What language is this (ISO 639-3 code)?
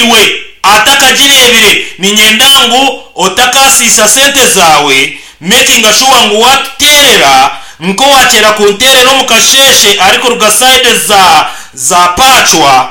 nyn